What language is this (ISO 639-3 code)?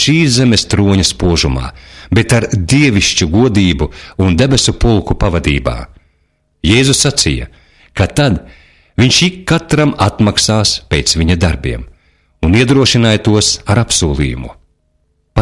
lav